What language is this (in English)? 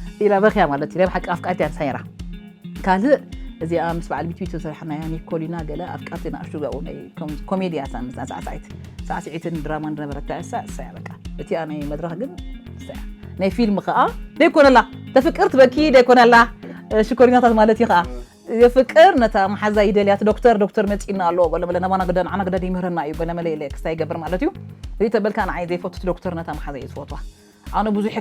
Tigrinya